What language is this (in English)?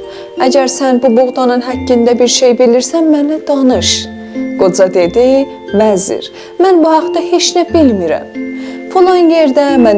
South Azerbaijani